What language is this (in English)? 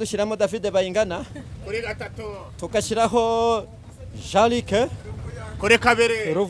Kinyarwanda